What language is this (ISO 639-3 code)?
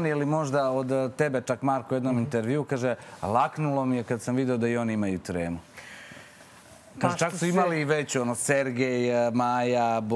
srp